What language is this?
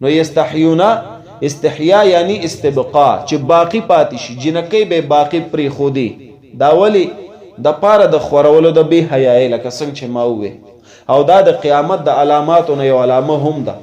Pashto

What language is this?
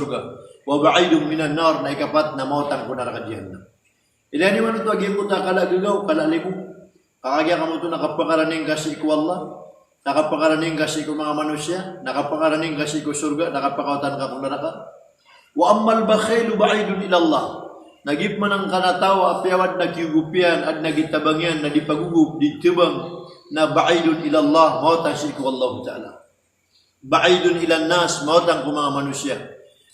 Maranao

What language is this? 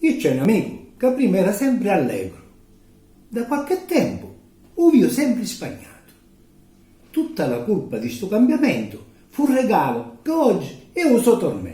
Sicilian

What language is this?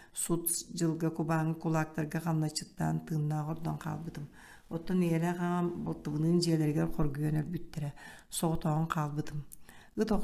Yakut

